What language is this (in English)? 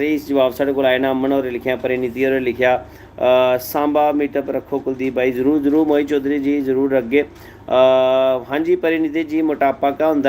Dogri